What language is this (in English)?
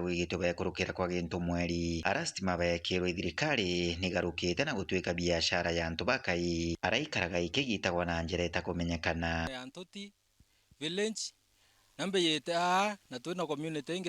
Meru